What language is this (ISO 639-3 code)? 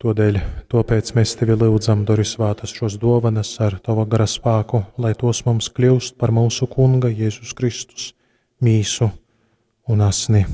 ltg